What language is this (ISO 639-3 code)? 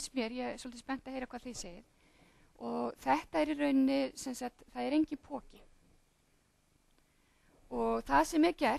isl